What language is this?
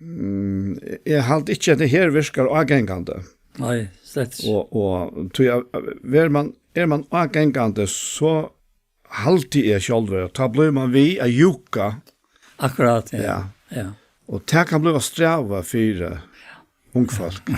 Faroese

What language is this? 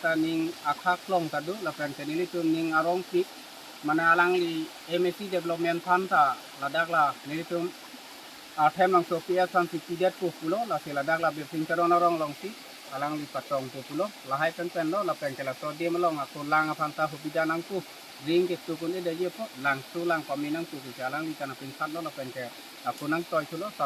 Karbi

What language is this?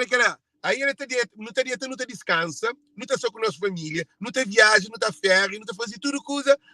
Kabuverdianu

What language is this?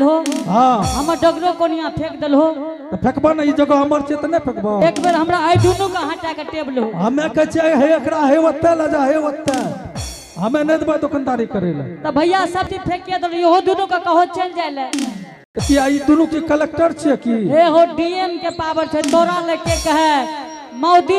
Angika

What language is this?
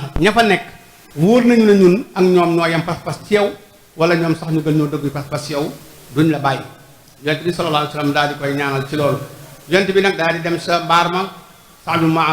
Wolof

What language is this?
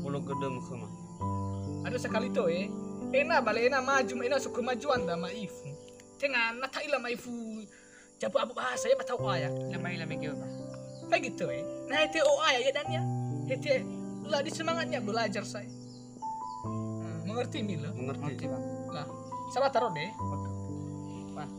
Nias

